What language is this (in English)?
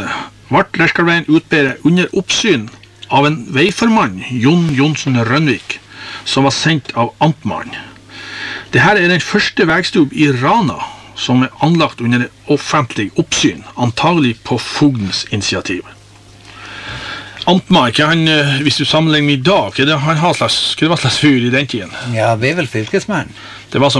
Norwegian